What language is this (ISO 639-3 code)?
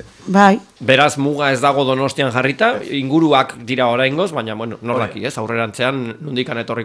eus